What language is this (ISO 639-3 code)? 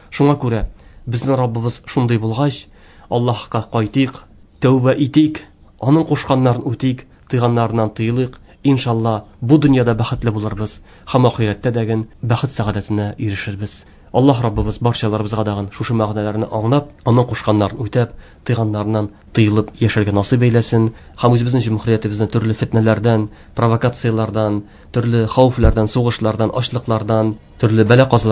tat